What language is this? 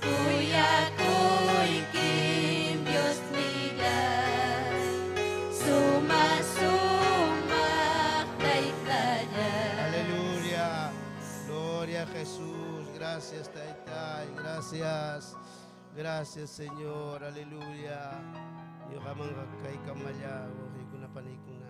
Ayacucho Quechua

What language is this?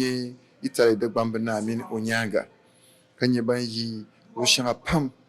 Dagbani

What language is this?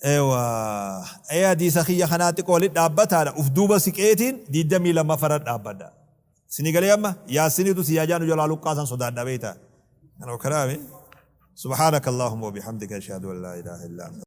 Oromo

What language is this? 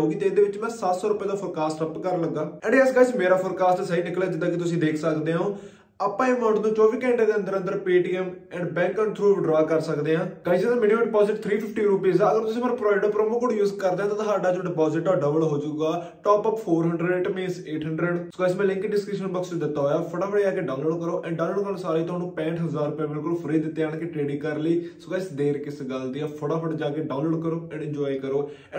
Punjabi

